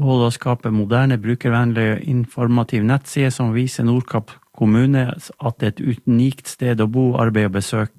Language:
Norwegian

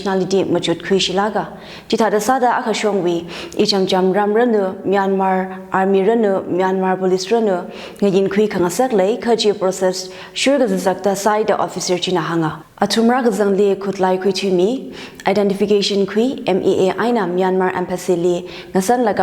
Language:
Tangkhul Naga (India)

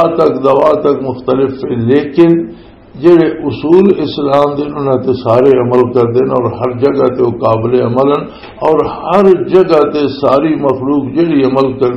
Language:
Western Panjabi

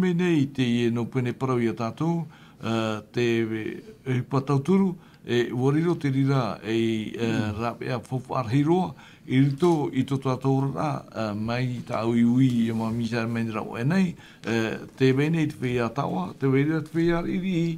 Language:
Tahitian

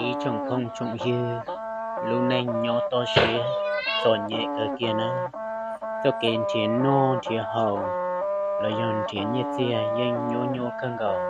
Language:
Hmong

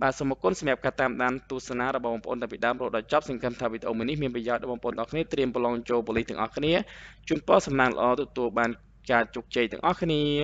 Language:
Khmer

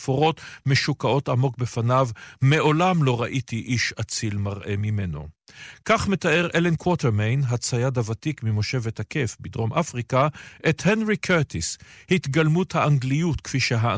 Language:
Hebrew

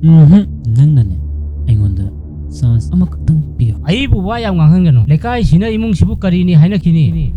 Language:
Manipuri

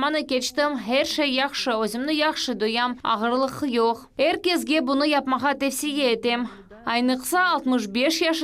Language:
Crimean Tatar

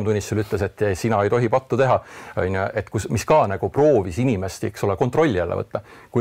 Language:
Estonian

